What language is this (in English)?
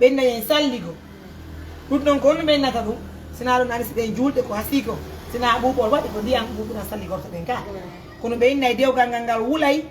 Fula